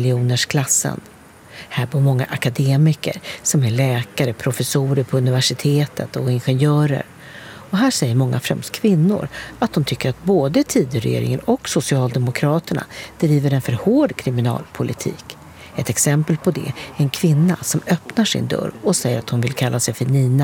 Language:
Swedish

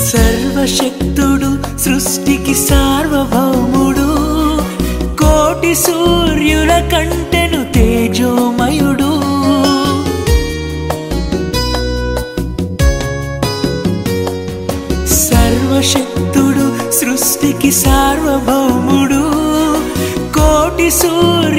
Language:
Telugu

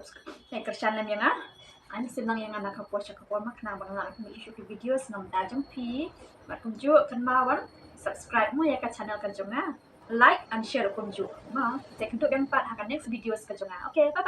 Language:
Khasi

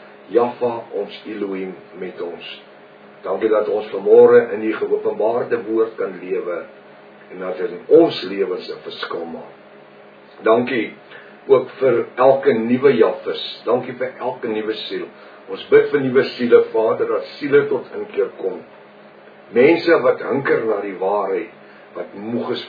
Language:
Afrikaans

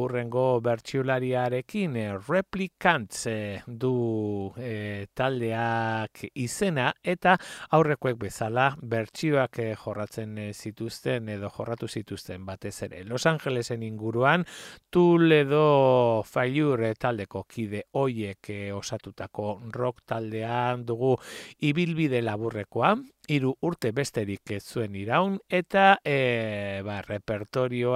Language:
Basque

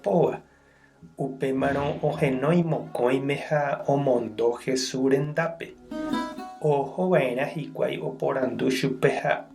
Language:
Guarani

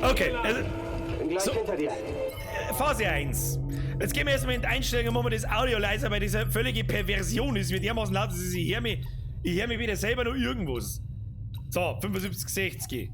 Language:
Bavarian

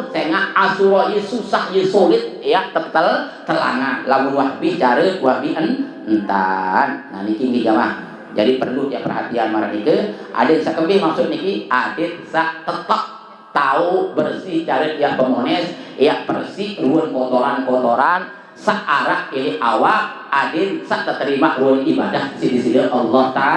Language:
Sasak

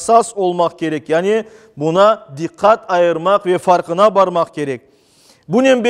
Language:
Crimean Tatar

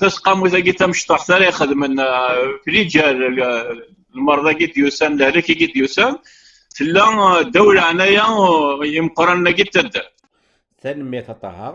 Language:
Kabyle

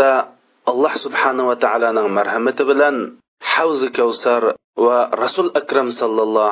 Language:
Uyghur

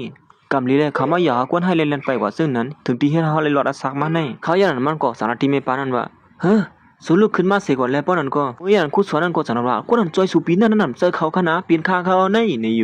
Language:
Shan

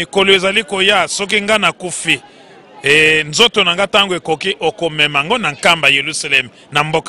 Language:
Lingala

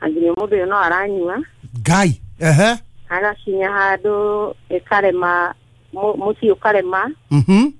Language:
Kikuyu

